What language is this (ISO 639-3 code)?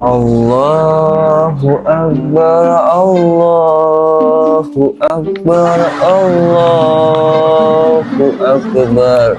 mad